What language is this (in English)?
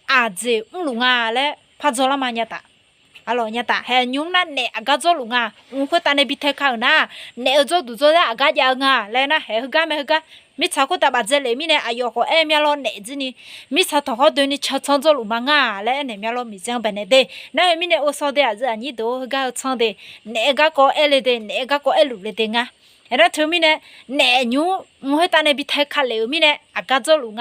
Akha